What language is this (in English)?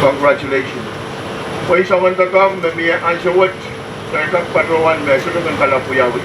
Pohnpeian